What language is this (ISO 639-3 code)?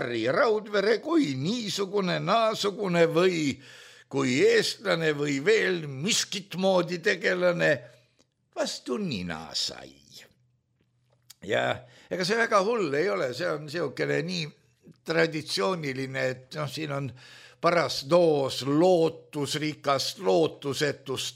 est